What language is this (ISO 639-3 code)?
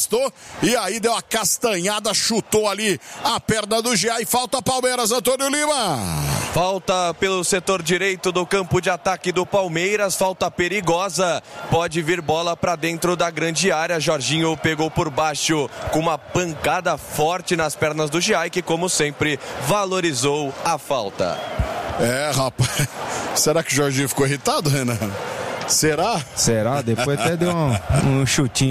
por